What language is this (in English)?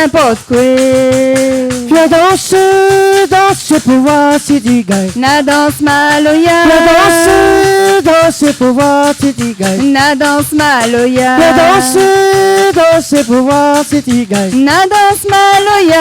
Réunion Creole French